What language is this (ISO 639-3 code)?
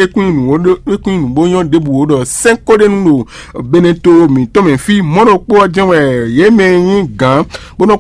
fon